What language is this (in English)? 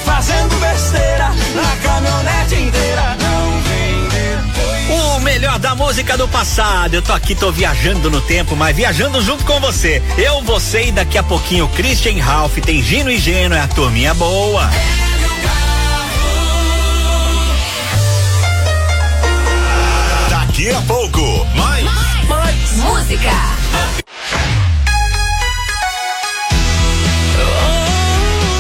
Portuguese